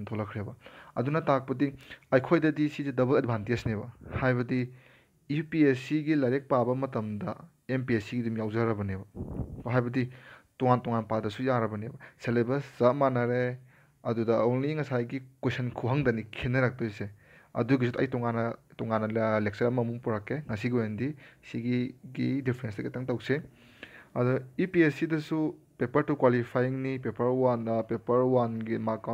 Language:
Manipuri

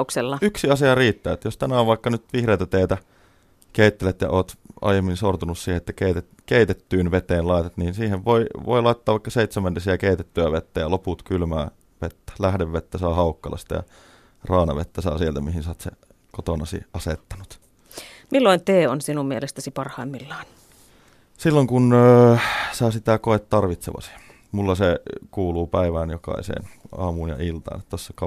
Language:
Finnish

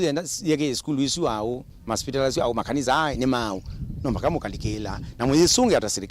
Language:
Kamba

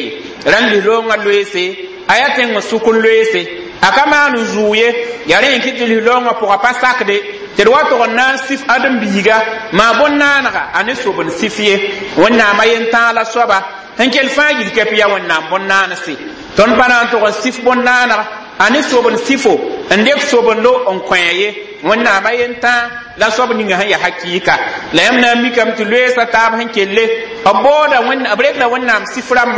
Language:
Mossi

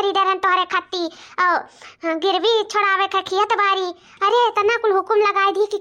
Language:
Awadhi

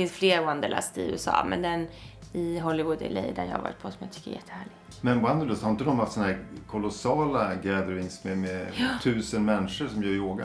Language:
Swedish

